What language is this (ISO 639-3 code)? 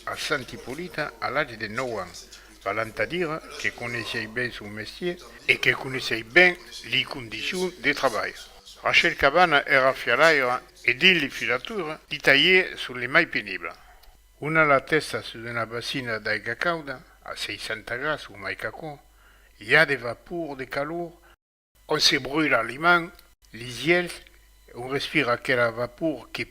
oci